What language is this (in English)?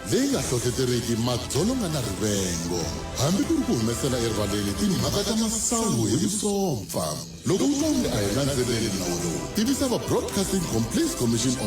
Tsonga